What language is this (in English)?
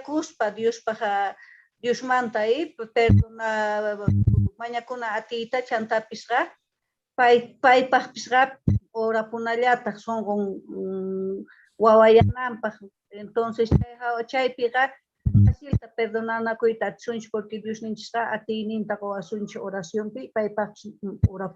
Quechua